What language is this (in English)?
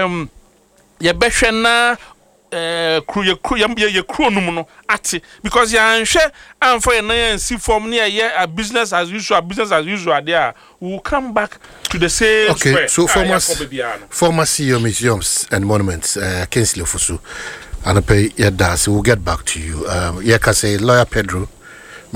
Akan